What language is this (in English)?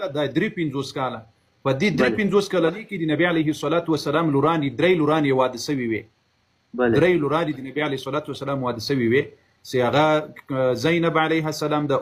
Pashto